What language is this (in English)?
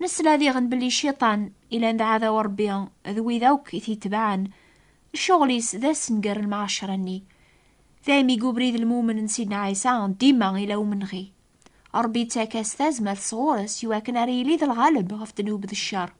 Kabyle